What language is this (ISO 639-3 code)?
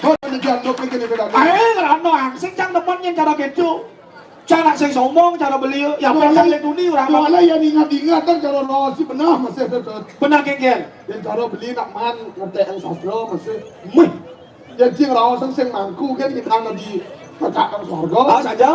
ban